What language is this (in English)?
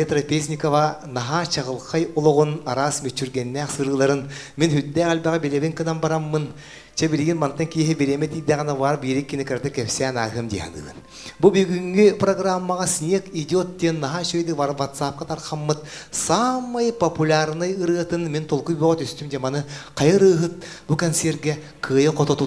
Yakut